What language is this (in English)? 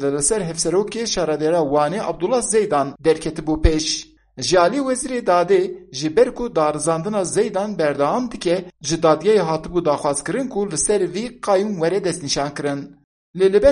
Kurdish